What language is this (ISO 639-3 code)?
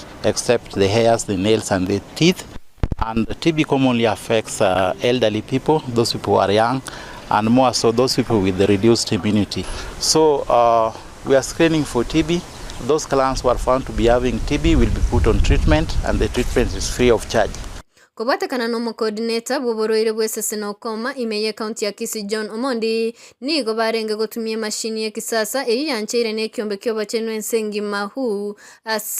guz